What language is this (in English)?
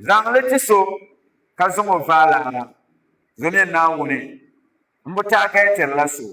Dagbani